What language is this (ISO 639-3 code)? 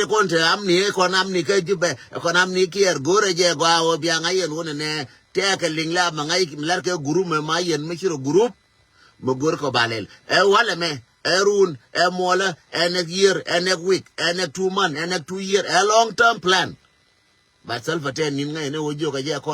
nus